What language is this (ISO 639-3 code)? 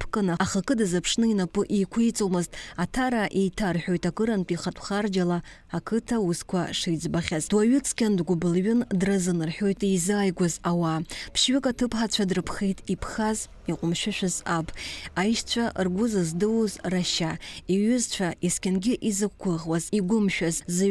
abk